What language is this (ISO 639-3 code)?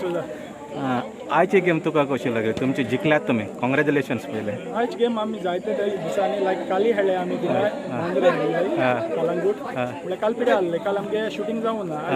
kok